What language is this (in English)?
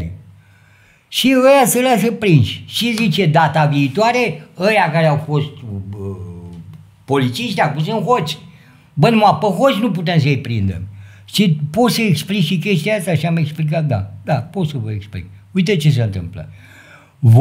Romanian